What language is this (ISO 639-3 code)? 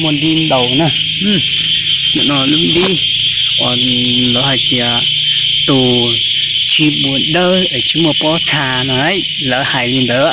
hmn